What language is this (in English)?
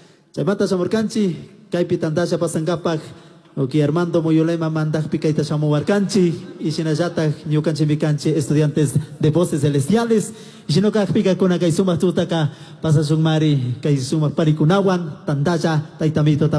Chimborazo Highland Quichua